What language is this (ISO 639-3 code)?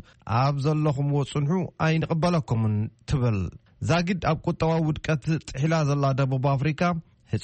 tir